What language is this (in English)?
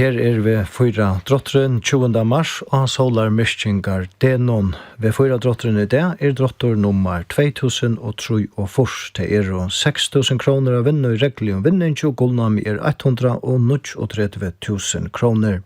Faroese